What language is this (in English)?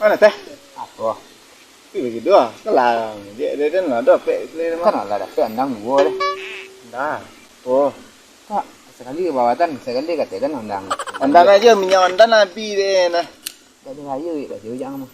Minangkabau